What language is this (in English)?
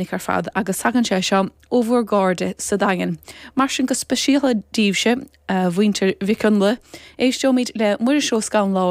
Irish